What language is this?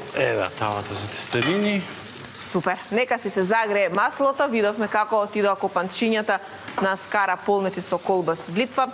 Macedonian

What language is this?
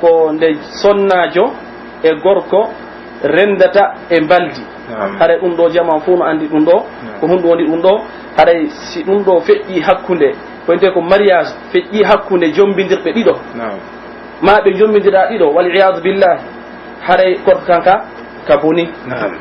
Pular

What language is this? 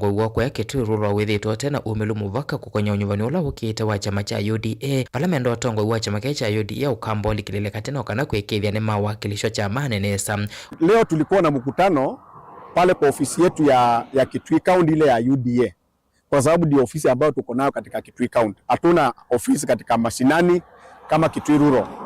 Kamba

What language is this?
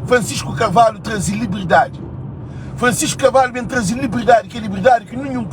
Kabuverdianu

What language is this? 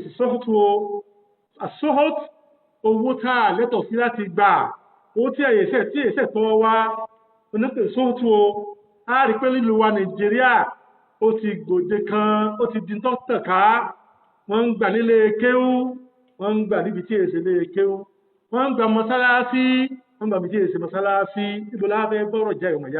Yoruba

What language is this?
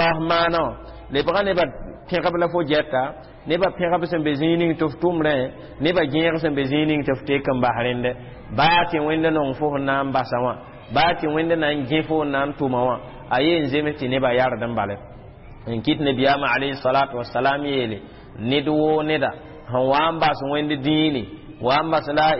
Mossi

